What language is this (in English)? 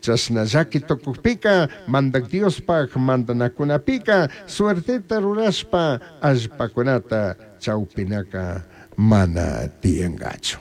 Chimborazo Highland Quichua